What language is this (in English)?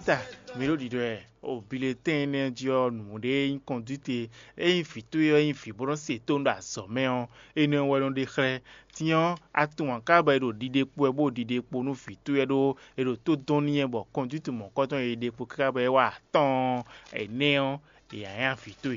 Fon